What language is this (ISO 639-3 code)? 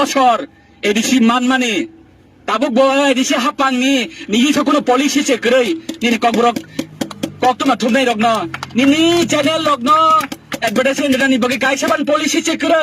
trp